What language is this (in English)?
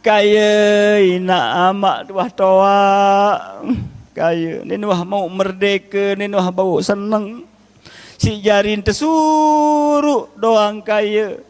Sasak